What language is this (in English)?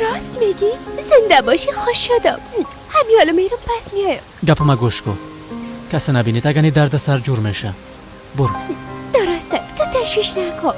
Persian